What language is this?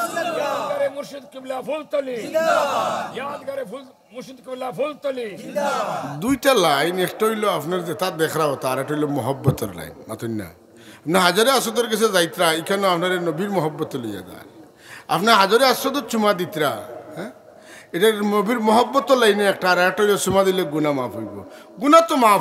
Sylheti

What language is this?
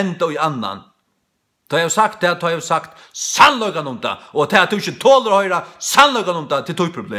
Faroese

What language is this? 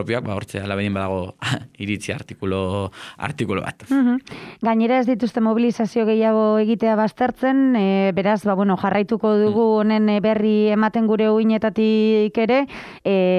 Basque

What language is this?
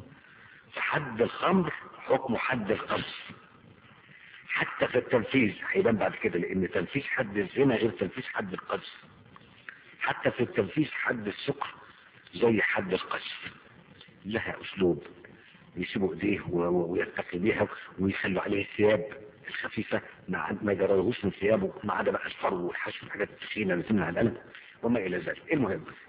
Egyptian Arabic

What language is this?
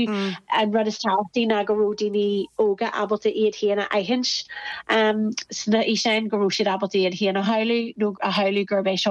Irish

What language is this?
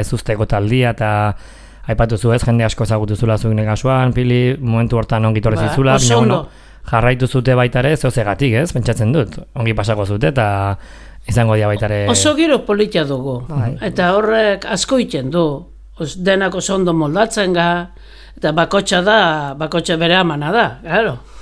Basque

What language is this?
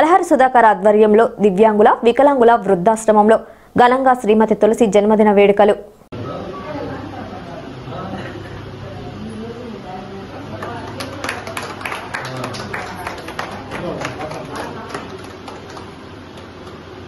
Telugu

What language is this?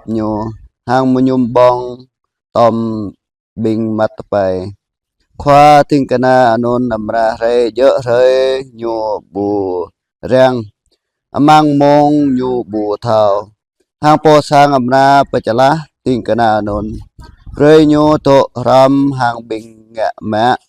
Jarai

